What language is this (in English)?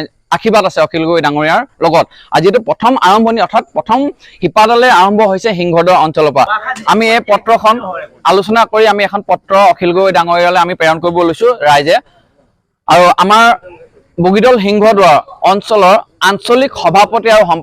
Assamese